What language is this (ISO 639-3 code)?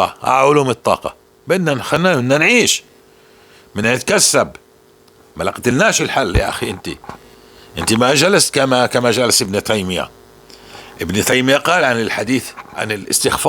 apc